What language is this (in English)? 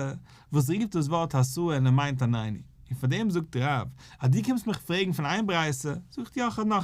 Yiddish